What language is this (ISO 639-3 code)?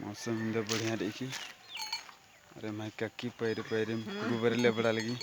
kru